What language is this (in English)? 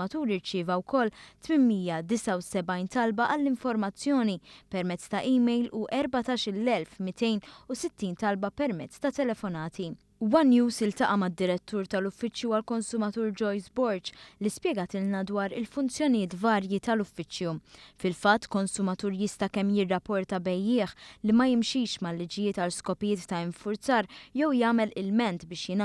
Maltese